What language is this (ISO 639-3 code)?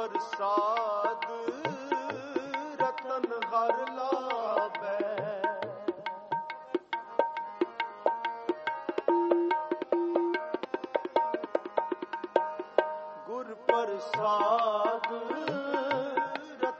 pan